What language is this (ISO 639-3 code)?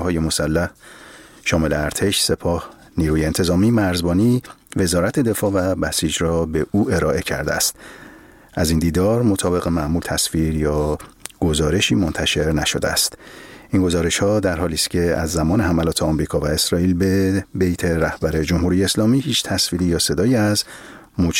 fas